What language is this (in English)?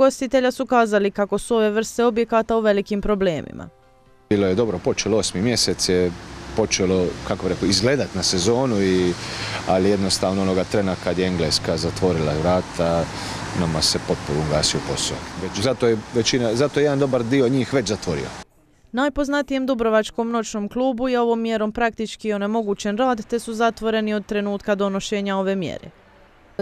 Croatian